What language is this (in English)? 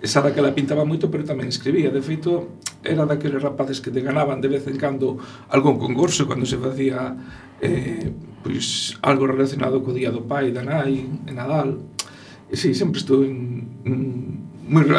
Galician